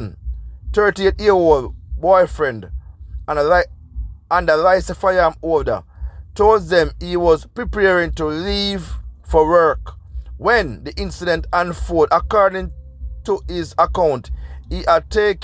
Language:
Jamaican Creole English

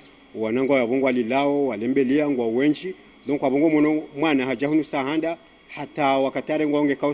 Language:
Ngazidja Comorian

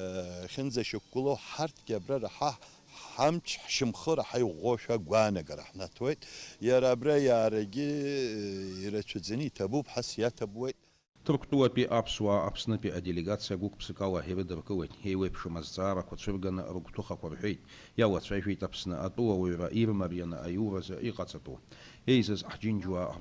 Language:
Abkhazian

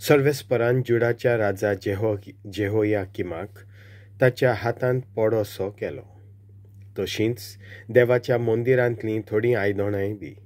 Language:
Konkani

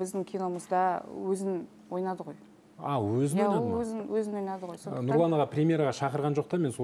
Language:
Kazakh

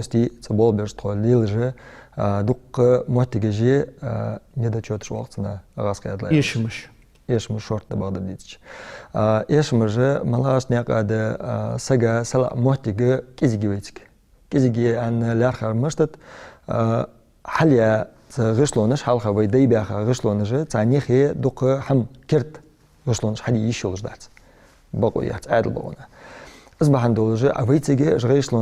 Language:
Ingush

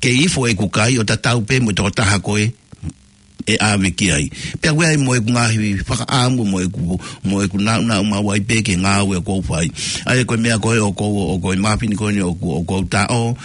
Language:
Tongan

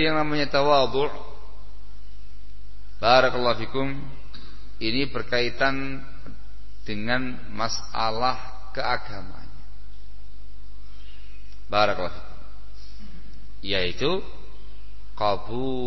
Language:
Indonesian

